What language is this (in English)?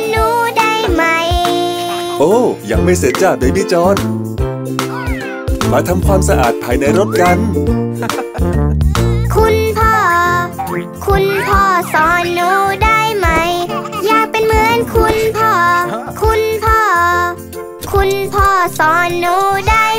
Thai